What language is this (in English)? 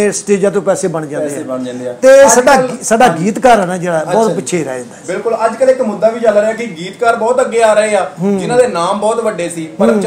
Punjabi